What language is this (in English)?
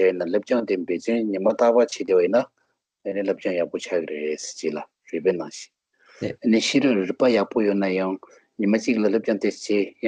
Tibetan